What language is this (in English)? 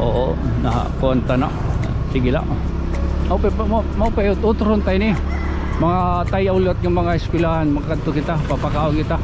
Waray